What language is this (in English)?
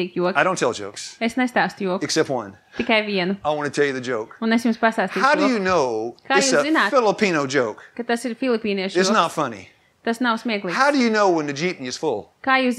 Latvian